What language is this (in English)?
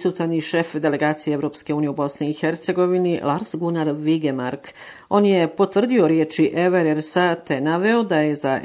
Bosnian